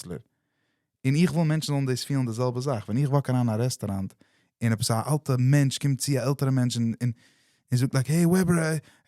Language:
Yiddish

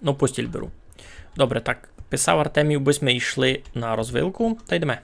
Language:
Rusyn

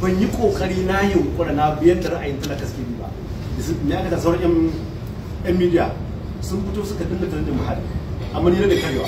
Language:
Hausa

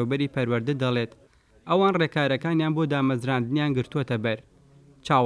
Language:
Central Kurdish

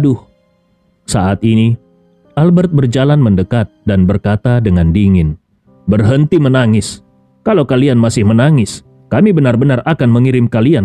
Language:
Indonesian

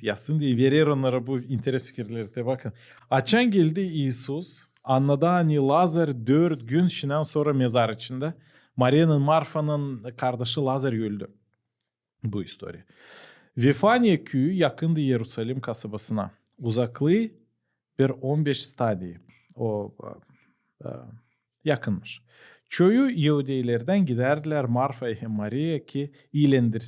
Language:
Gagauz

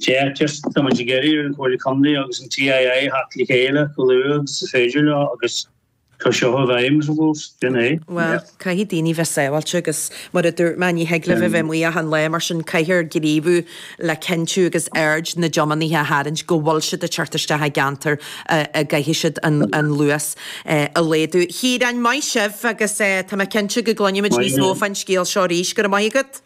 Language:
Irish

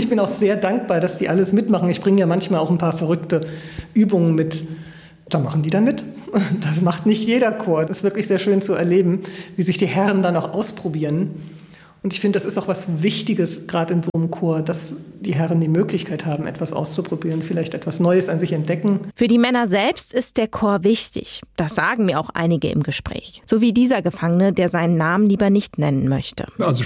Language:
German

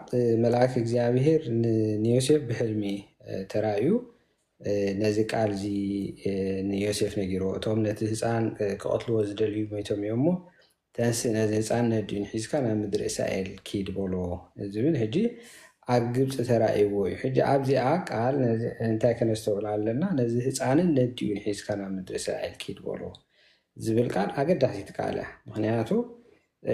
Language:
Tigrinya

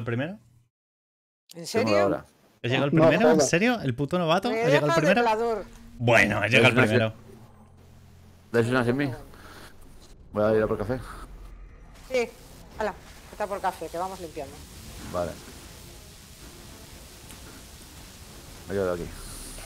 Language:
Spanish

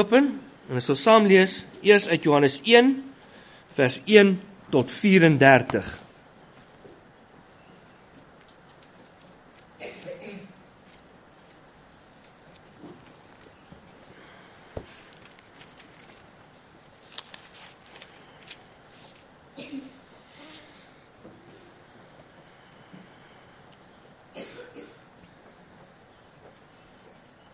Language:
Afrikaans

